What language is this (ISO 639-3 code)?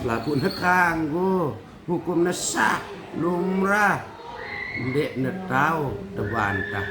sas